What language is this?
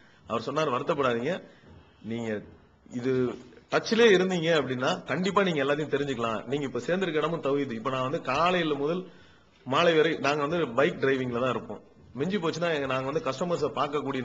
Tamil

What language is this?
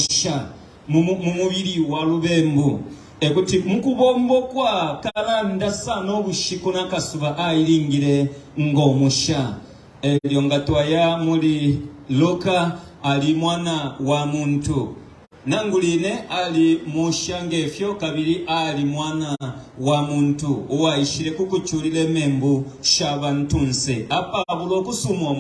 Bemba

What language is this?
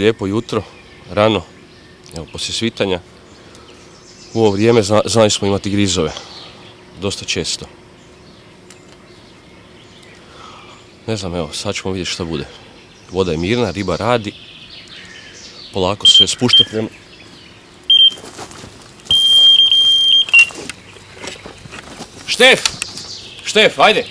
Croatian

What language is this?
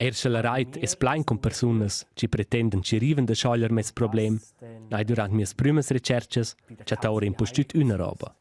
Romansh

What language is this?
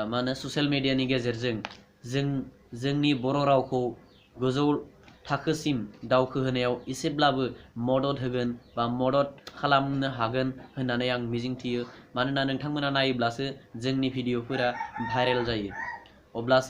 Bodo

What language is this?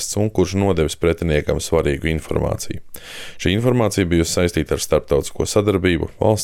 Latvian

